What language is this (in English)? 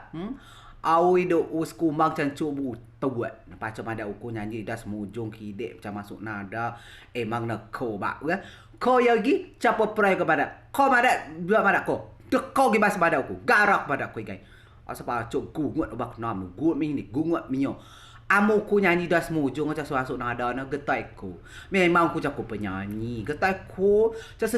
Rejang